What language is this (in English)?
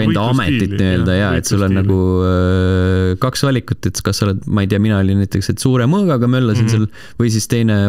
Estonian